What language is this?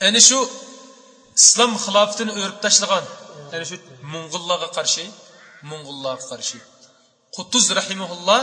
Uyghur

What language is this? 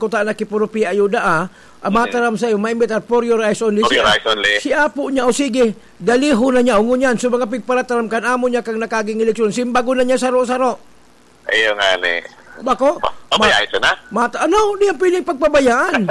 Bikol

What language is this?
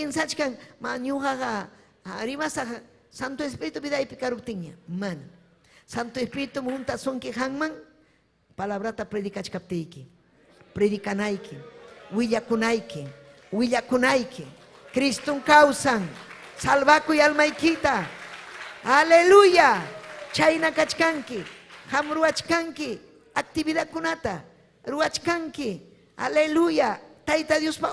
Ayacucho Quechua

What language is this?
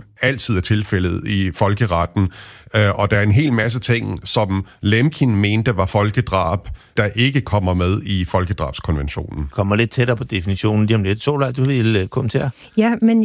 Danish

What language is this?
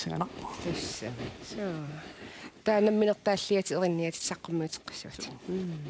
Kalaallisut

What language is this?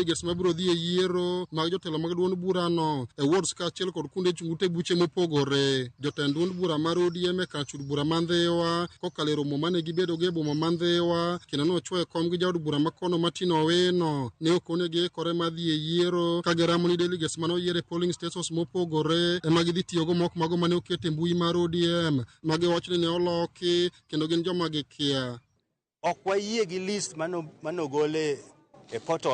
Luo (Kenya and Tanzania)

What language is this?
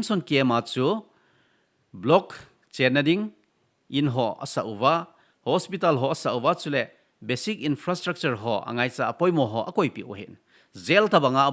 Thado Chin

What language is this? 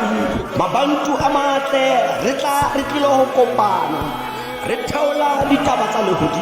Tswana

